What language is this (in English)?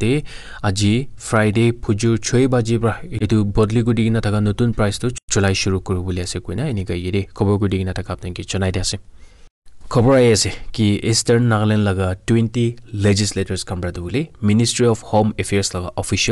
Naga Pidgin